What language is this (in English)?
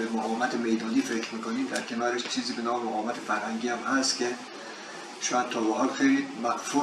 Tajik